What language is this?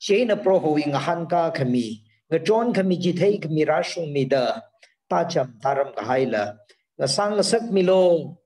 Tangkhul Naga (India)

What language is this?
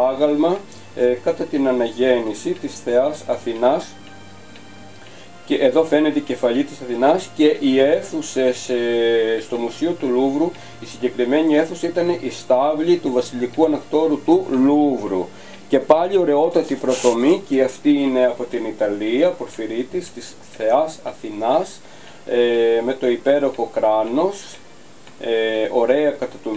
Greek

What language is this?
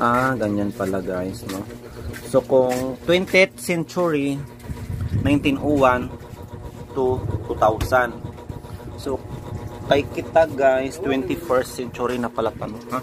Cebuano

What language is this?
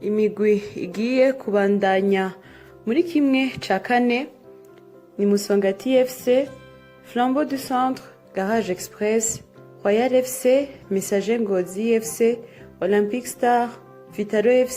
Rundi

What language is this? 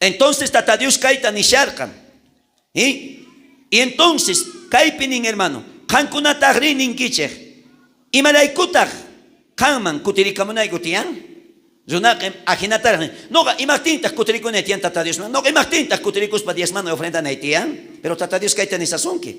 South Bolivian Quechua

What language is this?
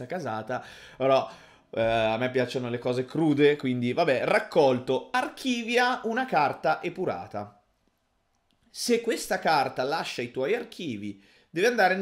Italian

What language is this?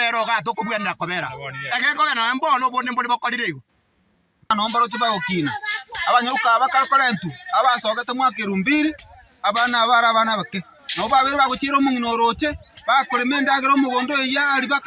Gusii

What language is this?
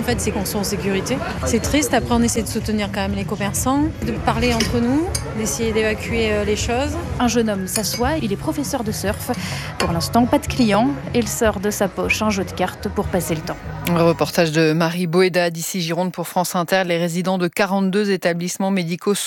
French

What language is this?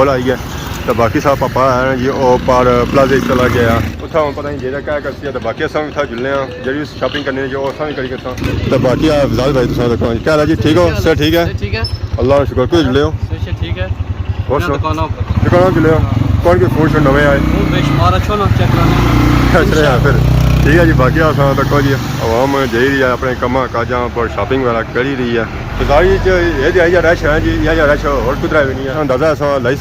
Pahari-Potwari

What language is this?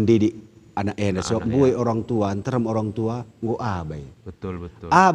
Batak Karo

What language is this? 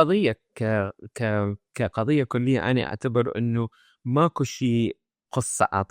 Mesopotamian Arabic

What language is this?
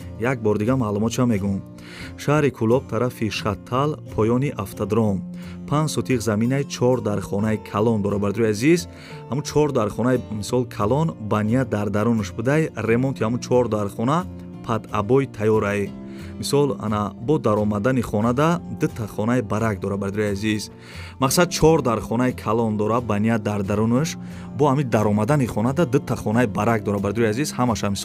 Tajik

